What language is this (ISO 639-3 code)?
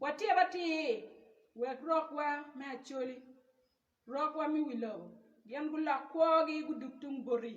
ach